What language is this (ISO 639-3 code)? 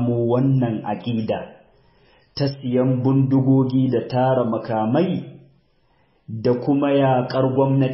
hau